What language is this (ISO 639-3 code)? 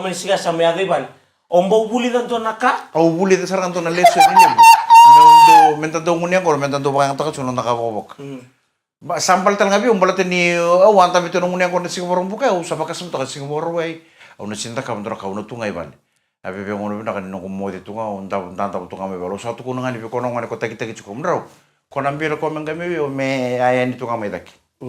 fij